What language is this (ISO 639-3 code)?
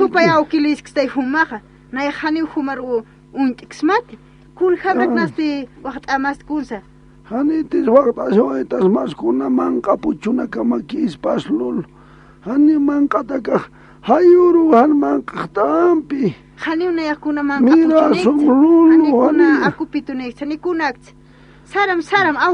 aym